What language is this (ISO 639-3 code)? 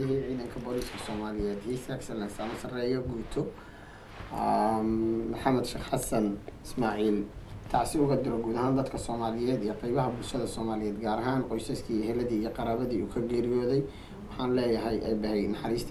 som